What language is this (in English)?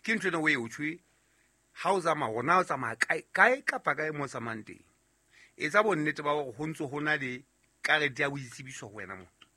Southern Sotho